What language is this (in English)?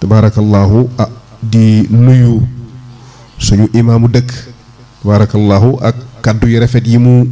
Wolof